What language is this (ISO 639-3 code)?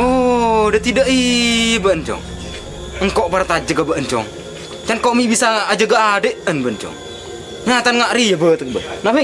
mad